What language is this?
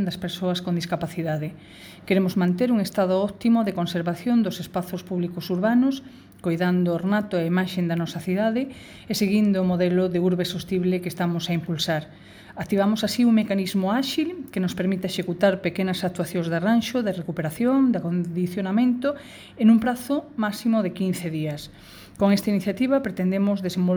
Galician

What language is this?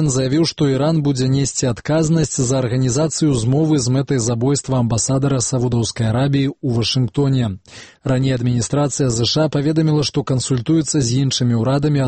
Belarusian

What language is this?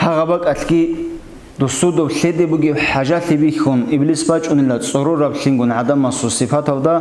Avaric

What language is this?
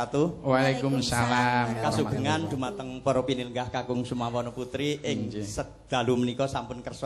Javanese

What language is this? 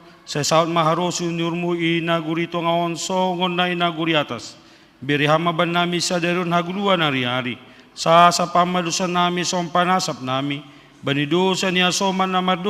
Batak Simalungun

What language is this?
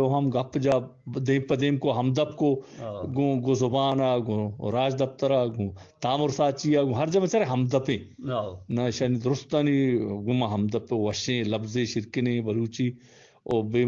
Eastern Balochi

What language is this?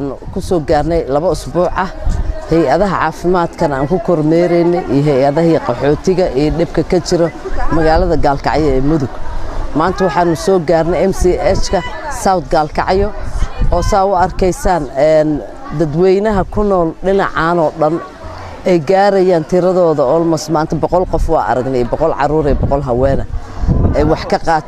Somali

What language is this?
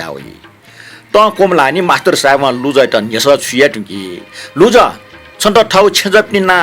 Newari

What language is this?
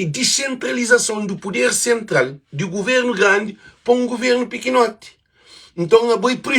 Kabuverdianu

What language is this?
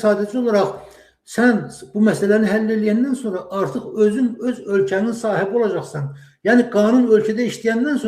Azerbaijani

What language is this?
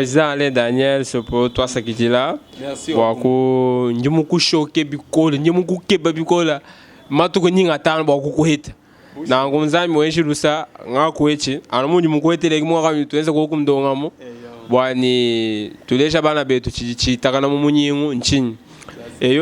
Luba-Lulua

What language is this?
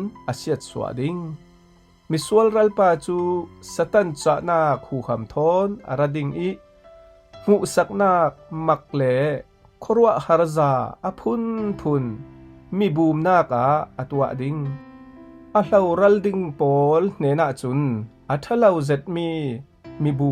Falam Chin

